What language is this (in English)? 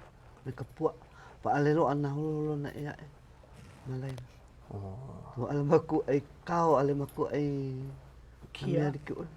Hawaiian